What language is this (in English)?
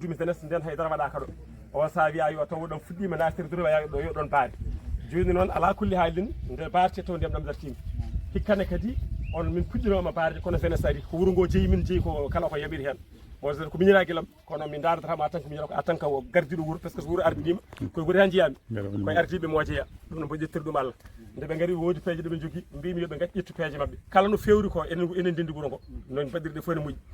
Fula